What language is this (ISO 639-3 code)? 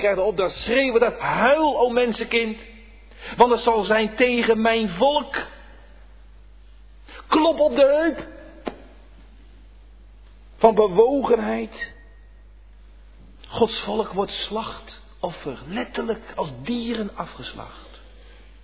nld